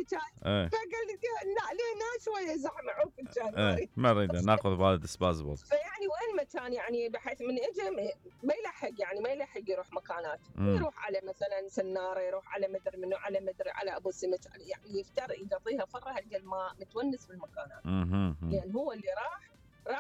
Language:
Mesopotamian Arabic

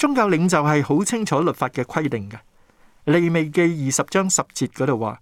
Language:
Cantonese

